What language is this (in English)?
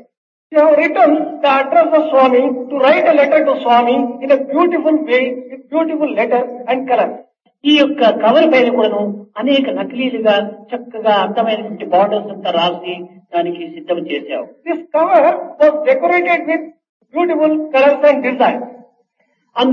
Telugu